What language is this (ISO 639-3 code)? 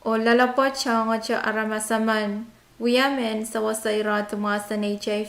pon